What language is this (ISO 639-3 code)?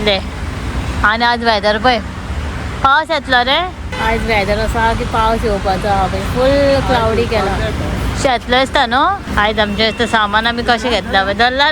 kok